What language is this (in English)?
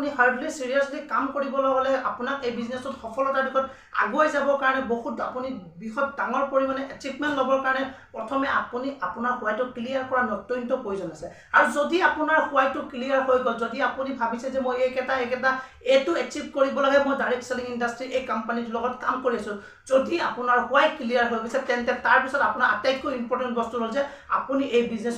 Assamese